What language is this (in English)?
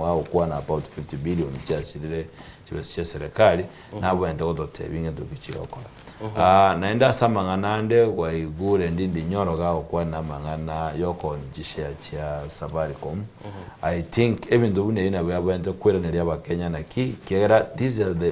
Gusii